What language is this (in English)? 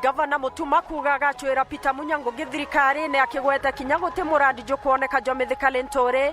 Meru